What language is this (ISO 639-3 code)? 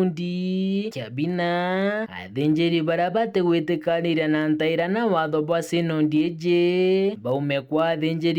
mer